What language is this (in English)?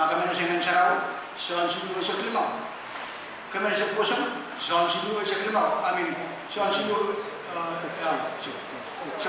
Pohnpeian